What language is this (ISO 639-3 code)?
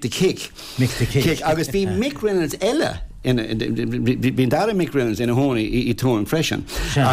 gle